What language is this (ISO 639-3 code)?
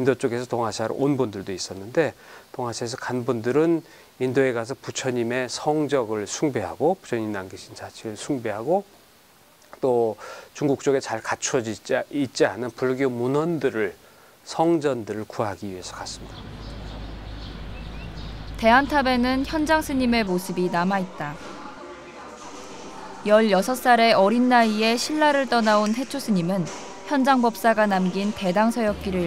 kor